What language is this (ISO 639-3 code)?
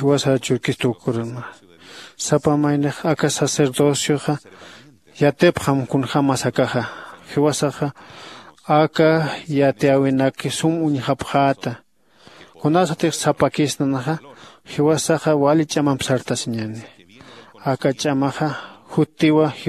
aym